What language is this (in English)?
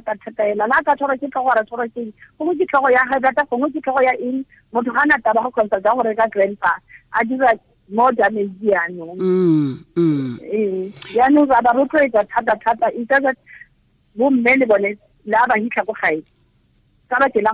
Tswana